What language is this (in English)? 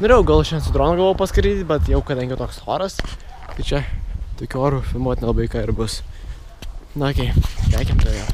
Lithuanian